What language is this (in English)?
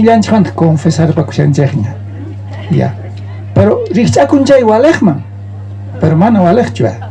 South Bolivian Quechua